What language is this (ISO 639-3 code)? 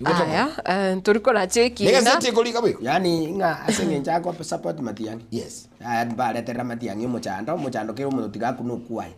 guz